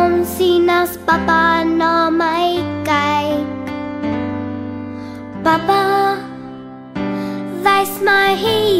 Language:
Afrikaans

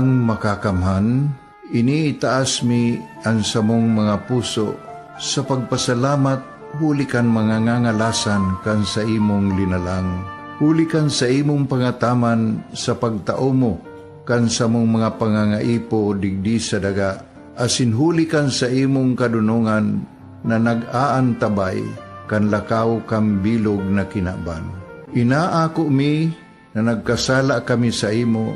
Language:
Bikol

